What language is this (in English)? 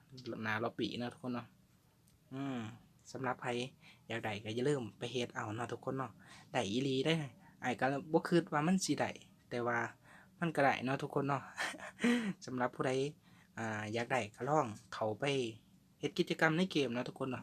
Lao